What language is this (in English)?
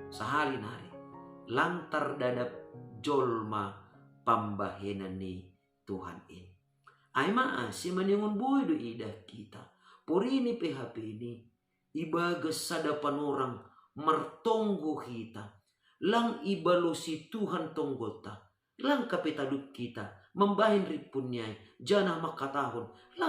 Batak Simalungun